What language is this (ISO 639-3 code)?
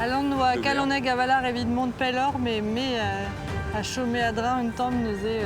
bre